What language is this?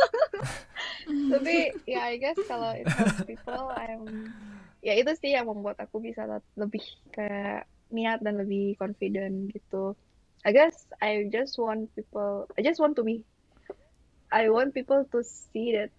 Indonesian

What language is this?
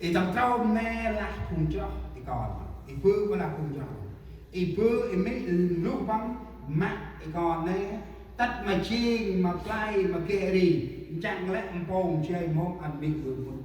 Central Mnong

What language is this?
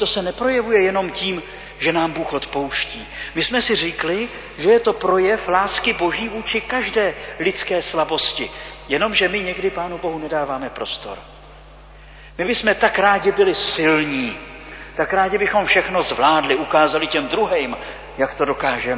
Czech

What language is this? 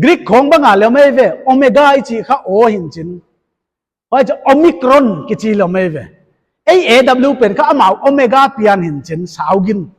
Paite Chin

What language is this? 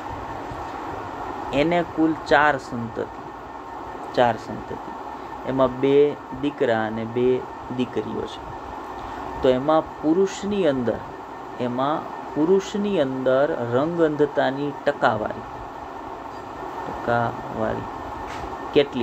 Gujarati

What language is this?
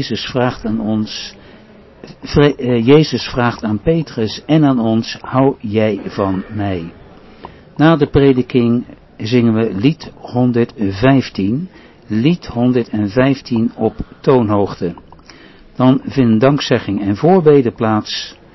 Dutch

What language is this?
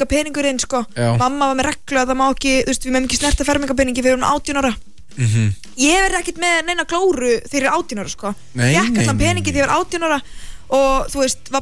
Icelandic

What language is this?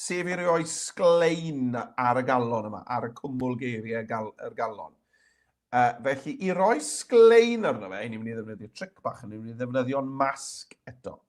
Welsh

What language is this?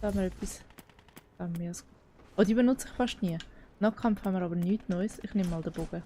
Swiss German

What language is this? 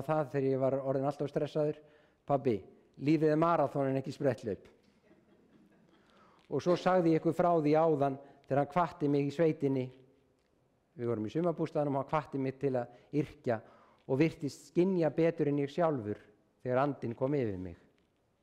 Icelandic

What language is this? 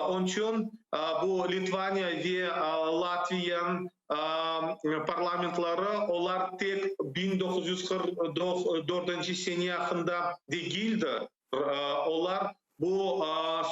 Crimean Tatar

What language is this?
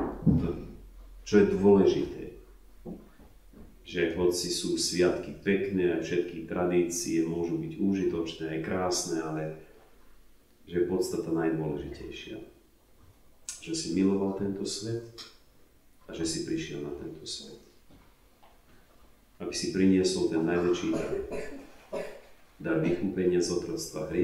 Slovak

